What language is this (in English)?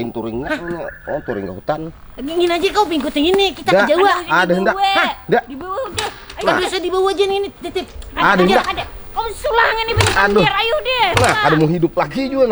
Banjar